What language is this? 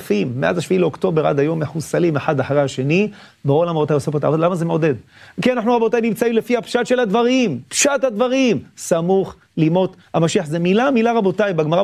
Hebrew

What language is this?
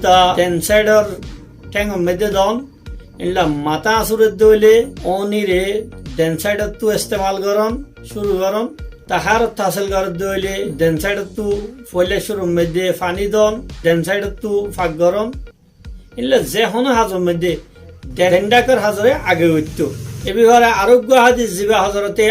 Rohingya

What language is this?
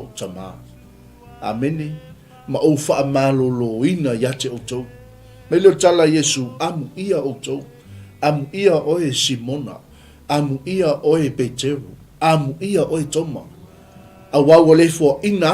Samoan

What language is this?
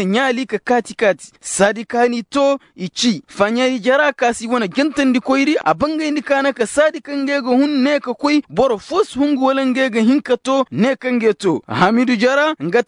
Koyraboro Senni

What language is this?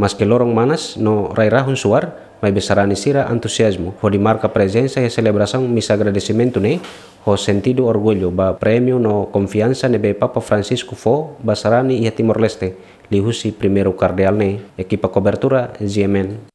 Tetum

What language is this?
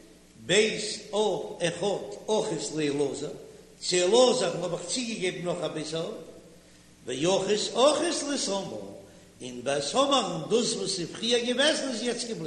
Yiddish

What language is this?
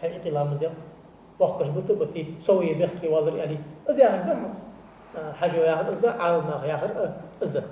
Ingush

